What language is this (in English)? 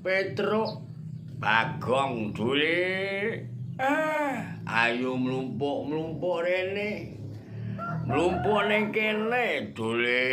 Javanese